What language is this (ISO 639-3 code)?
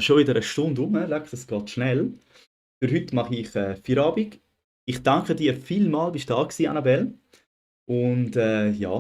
gsw